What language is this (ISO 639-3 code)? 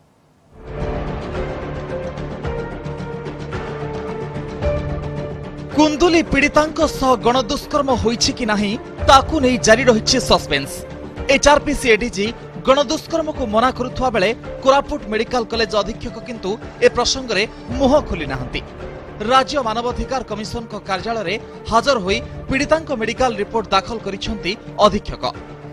ori